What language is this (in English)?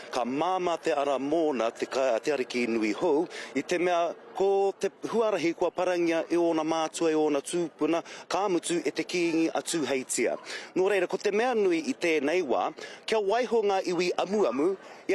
Māori